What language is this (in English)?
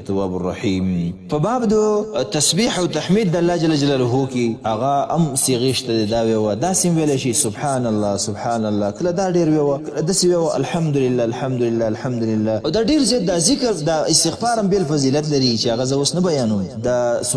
Pashto